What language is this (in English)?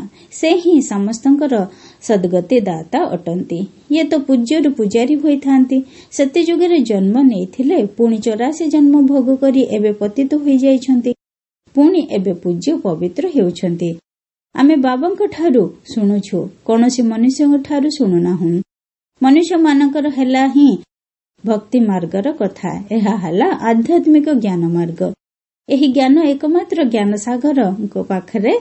Odia